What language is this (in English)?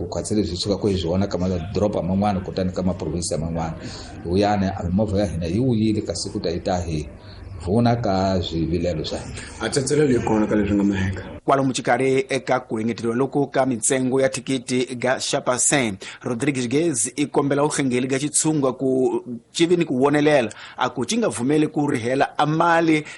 Tsonga